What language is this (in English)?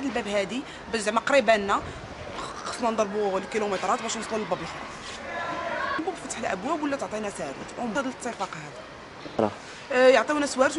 Moroccan Arabic